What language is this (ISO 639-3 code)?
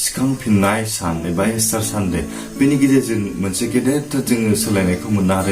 brx